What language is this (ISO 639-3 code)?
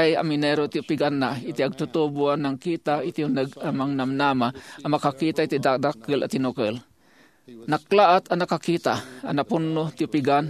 ilo